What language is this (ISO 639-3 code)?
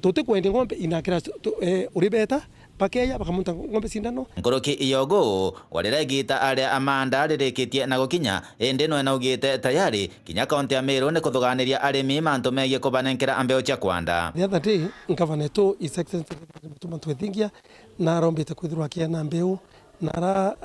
mer